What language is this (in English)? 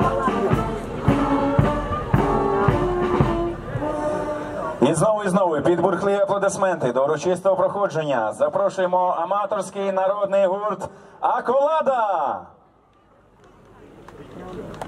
Ukrainian